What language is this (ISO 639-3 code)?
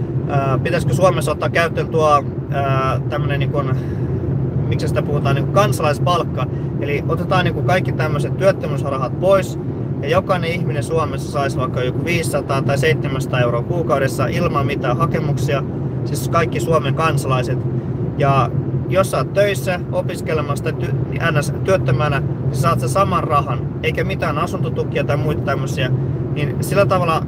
fin